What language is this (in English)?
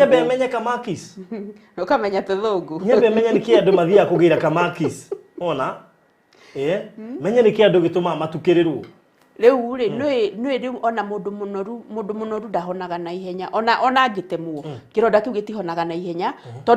Kikuyu